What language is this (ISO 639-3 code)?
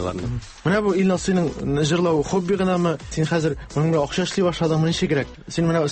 tat